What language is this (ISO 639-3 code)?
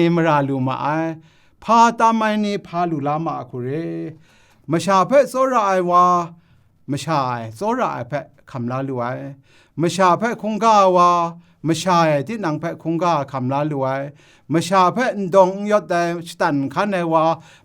kac